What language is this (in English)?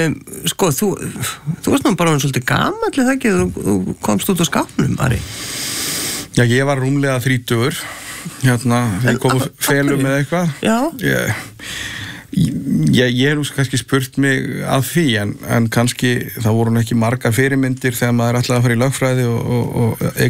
Icelandic